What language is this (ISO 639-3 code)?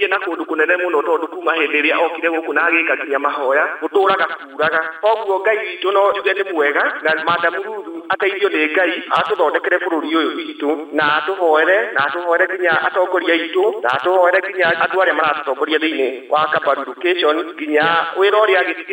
kik